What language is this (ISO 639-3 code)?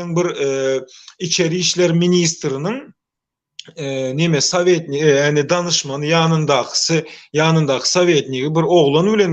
tuk